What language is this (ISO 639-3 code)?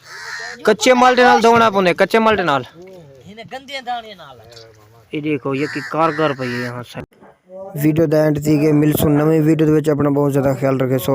skr